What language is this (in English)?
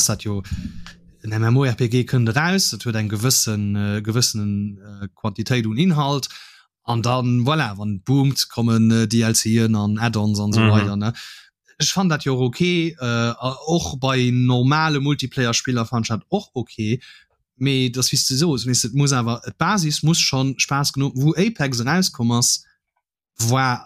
Luxembourgish